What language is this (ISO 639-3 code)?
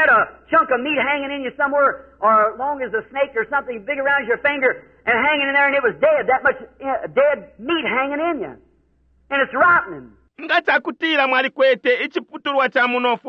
bem